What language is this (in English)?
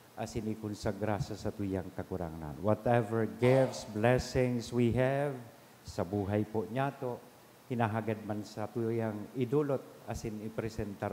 Bikol